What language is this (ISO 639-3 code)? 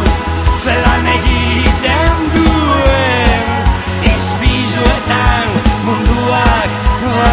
eus